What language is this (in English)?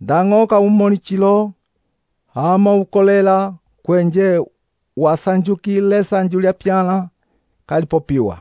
Umbundu